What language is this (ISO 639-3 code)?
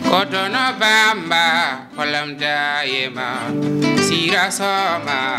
ful